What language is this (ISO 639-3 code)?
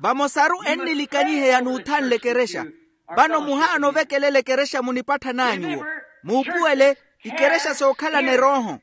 vmw